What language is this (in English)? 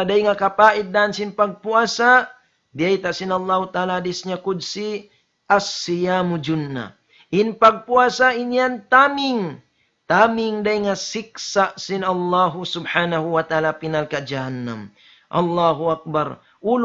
Tausug